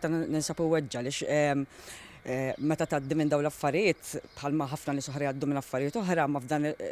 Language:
Maltese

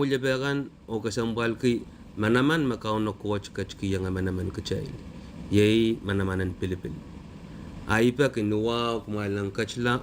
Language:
Pohnpeian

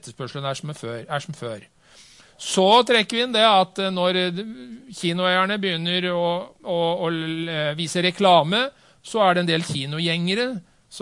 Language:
Norwegian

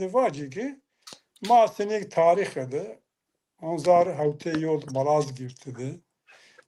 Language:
Zaza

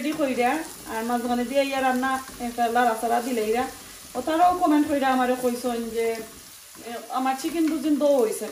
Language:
Sylheti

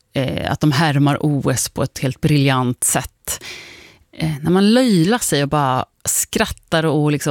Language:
Swedish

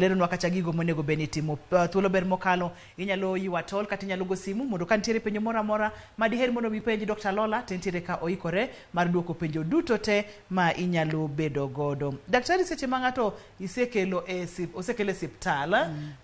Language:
Luo (Kenya and Tanzania)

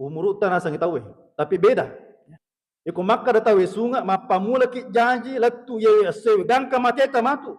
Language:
Buginese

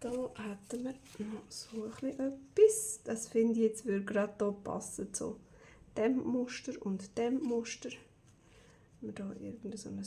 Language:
Swiss German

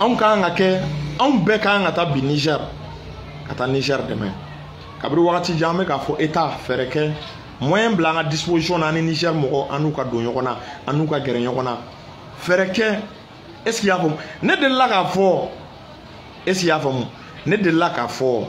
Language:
Bambara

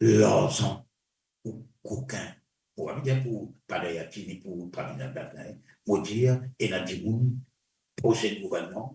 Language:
Morisyen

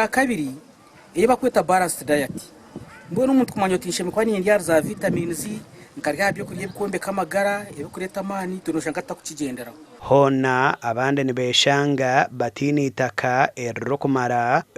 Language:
Nyankole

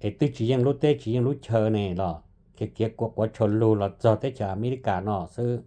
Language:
Hmong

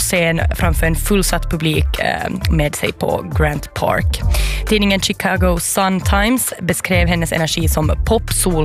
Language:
Swedish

